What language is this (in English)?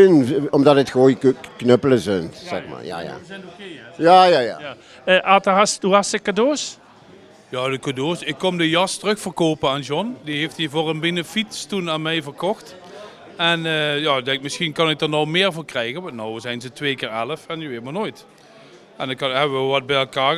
Limburgish